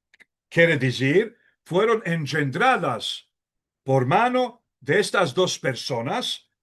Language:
Ladino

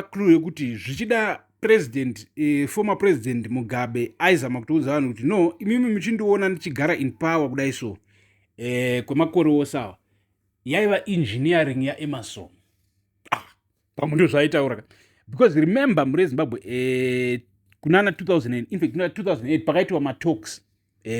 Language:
Shona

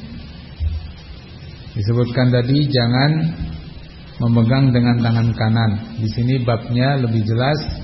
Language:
Indonesian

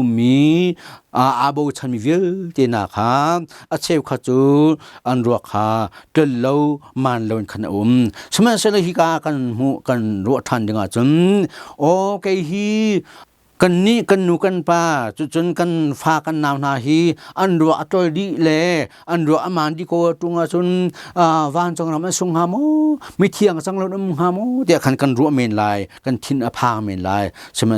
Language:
Hakha Chin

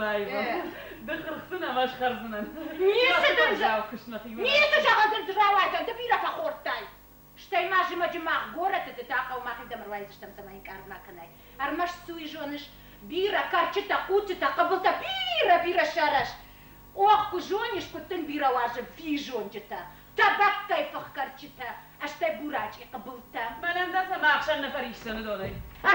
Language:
Ossetic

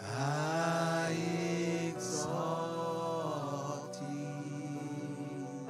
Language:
Marshallese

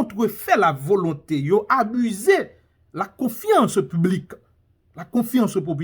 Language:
Haitian Creole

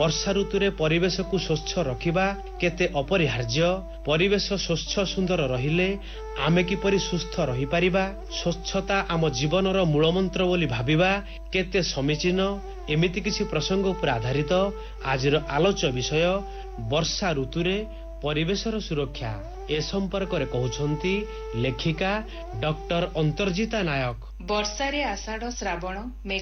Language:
Odia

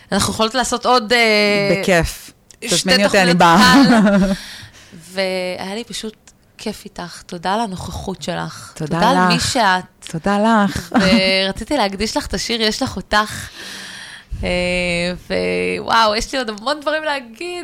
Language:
Hebrew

